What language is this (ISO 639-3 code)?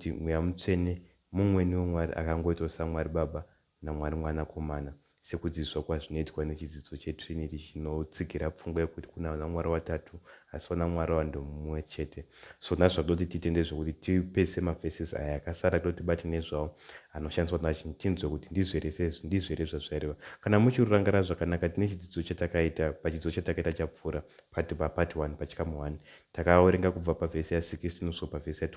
sna